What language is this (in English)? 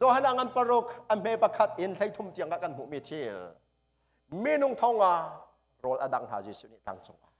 Hakha Chin